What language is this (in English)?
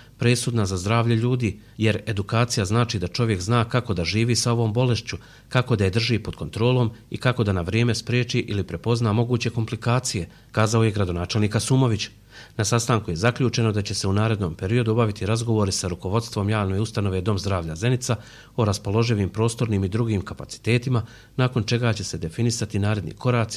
Bosnian